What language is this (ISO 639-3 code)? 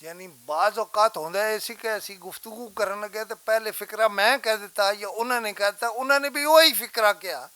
lah